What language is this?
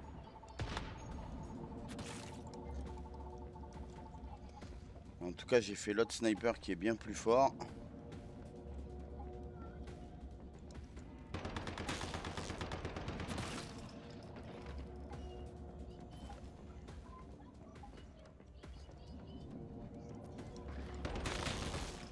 French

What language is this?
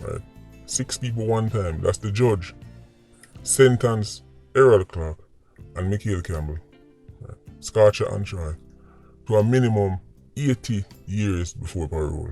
Jamaican Creole English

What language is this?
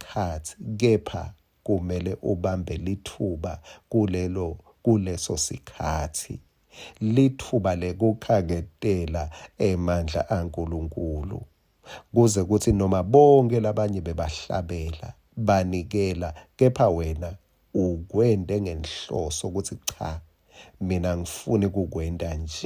Swati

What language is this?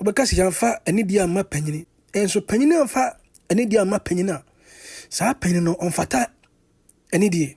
Akan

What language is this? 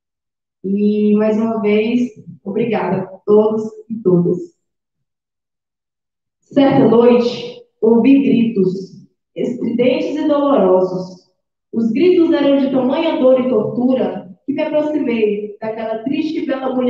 Portuguese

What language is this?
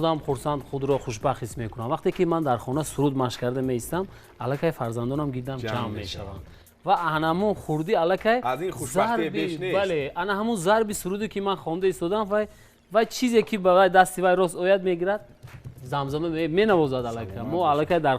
Tajik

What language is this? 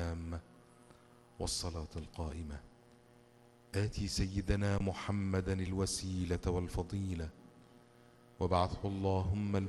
Arabic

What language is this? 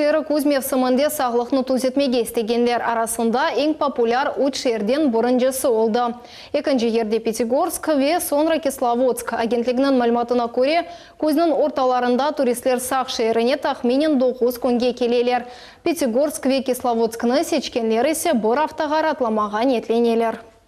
Crimean Tatar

